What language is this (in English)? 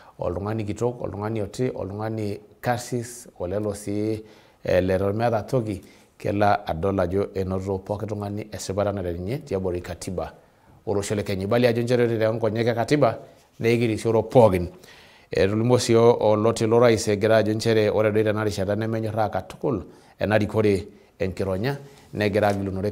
Masai